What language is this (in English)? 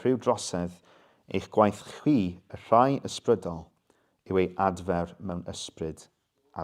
Welsh